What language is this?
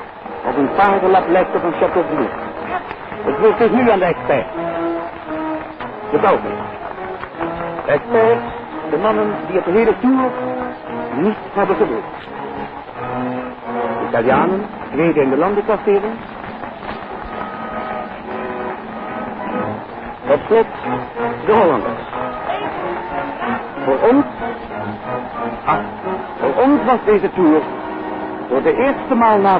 Dutch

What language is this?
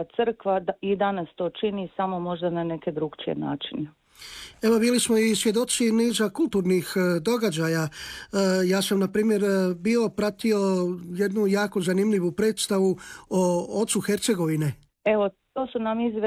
Croatian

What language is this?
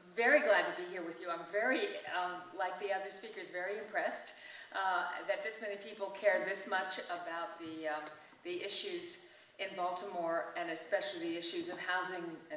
English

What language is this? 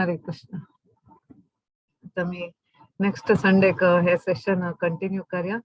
Konkani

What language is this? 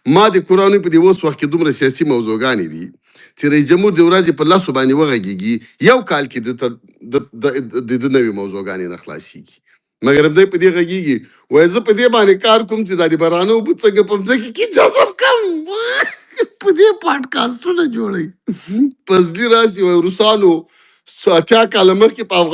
Pashto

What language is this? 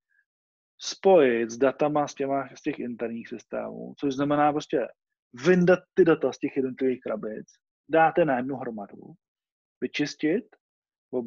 Czech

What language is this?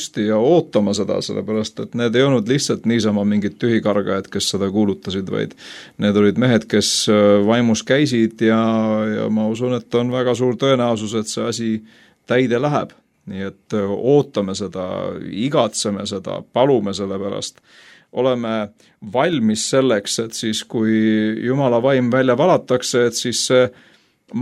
Estonian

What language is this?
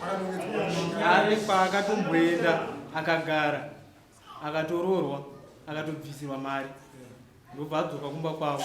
Shona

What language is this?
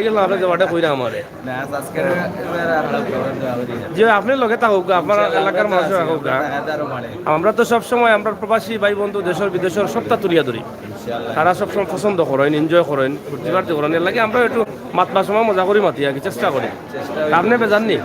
Sylheti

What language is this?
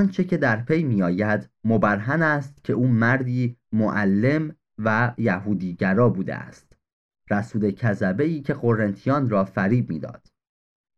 Persian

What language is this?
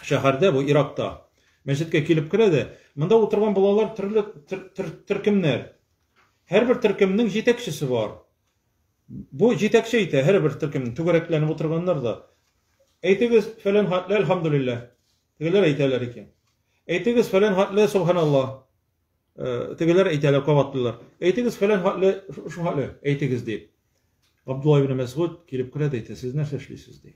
Tatar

